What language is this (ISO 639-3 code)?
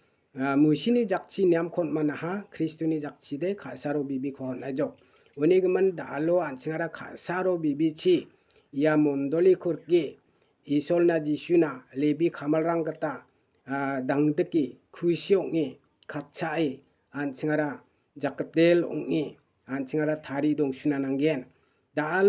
grt